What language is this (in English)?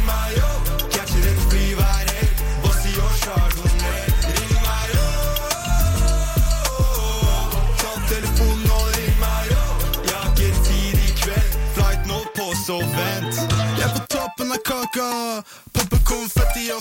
Norwegian